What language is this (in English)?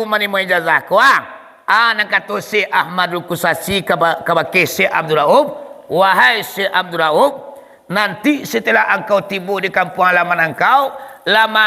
Minangkabau